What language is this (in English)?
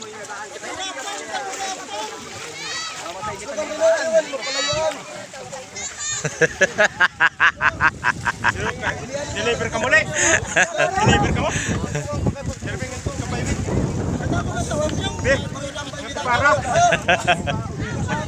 Filipino